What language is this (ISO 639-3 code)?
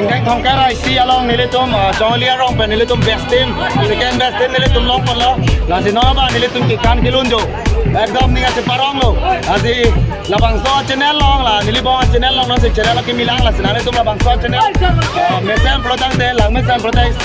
mjw